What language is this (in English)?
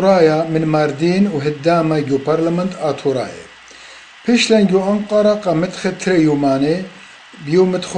Assyrian Neo-Aramaic